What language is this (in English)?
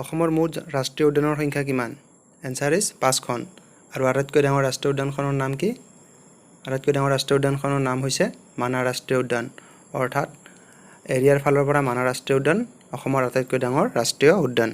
Assamese